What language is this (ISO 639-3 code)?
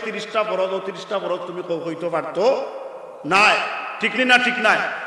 syl